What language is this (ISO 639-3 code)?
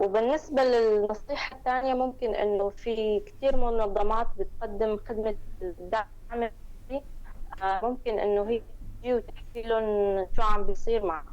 apc